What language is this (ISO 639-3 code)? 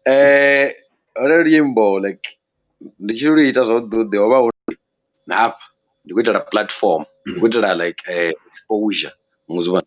ven